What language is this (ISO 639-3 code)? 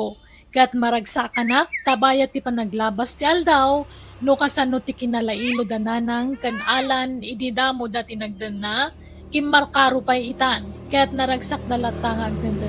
ilo